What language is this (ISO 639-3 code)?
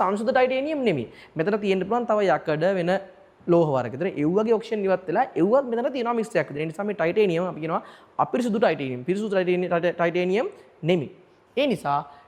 sin